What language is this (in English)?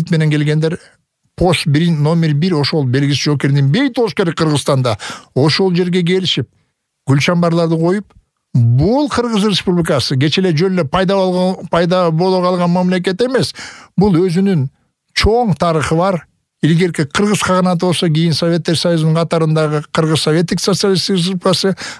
Kyrgyz